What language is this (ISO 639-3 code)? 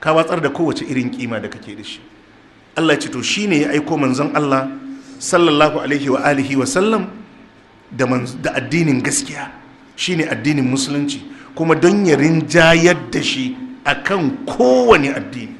hau